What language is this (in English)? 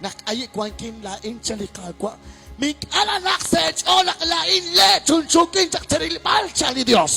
Kekchí